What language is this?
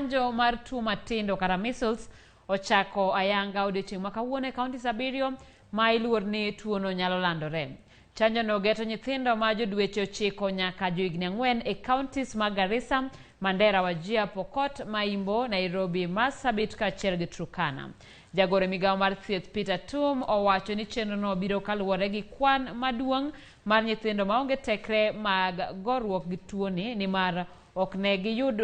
Luo (Kenya and Tanzania)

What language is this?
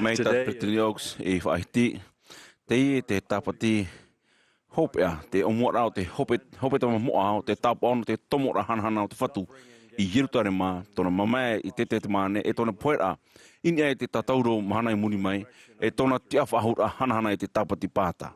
Tahitian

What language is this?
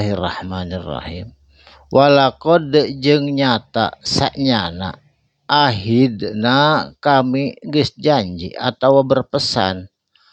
Sundanese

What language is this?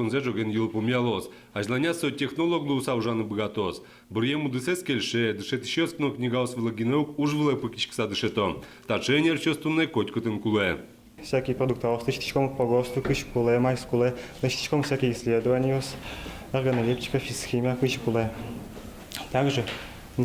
Udmurt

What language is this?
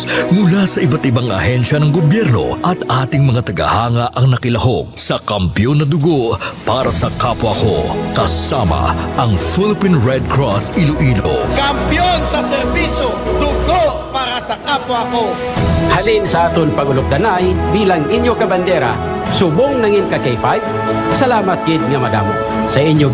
Hiligaynon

